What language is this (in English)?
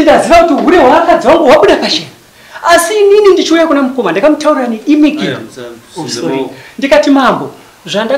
Shona